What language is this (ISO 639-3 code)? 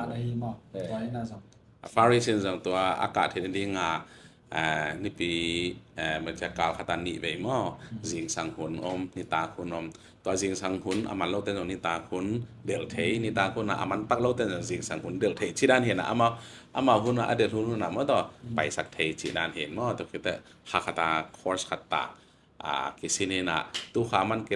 ctd